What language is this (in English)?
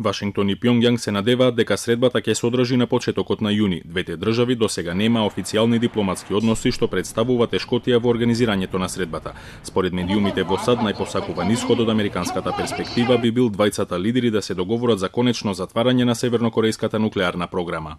Macedonian